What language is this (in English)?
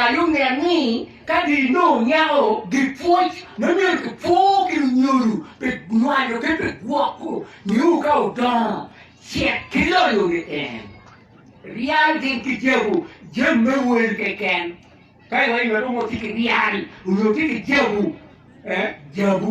Acoli